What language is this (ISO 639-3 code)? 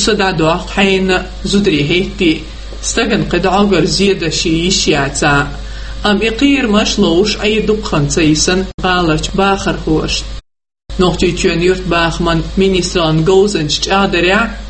che